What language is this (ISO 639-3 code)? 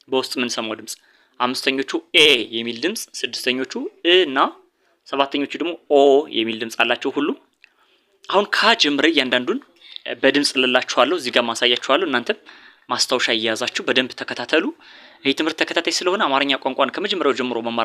amh